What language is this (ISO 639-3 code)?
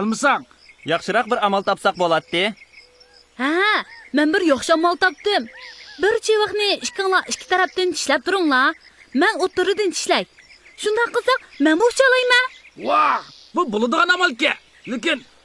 uig